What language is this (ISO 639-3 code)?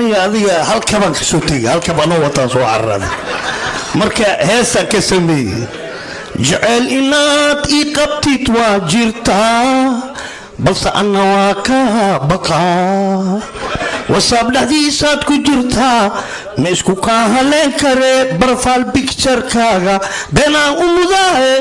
som